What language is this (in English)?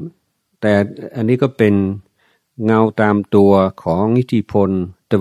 Thai